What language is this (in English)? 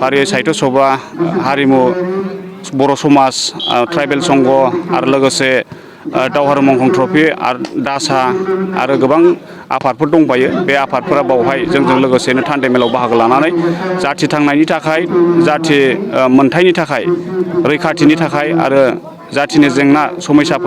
Bodo